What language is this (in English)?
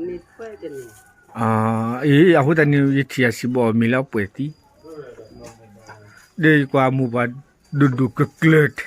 S'gaw Karen